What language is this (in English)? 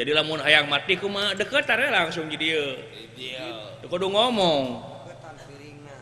Sundanese